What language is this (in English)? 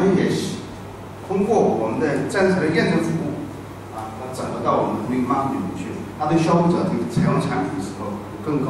Chinese